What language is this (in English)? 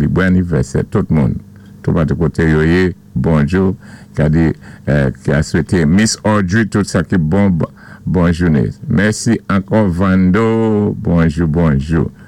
Saint Lucian Creole French